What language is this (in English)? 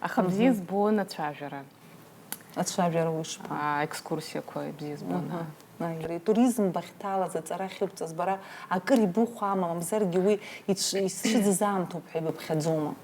Abkhazian